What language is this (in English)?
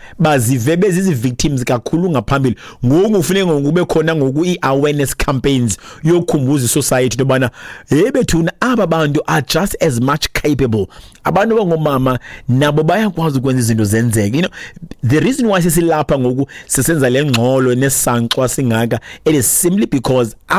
Xhosa